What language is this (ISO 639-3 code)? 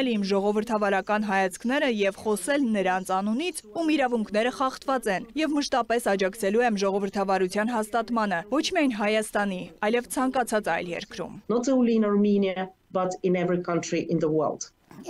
hye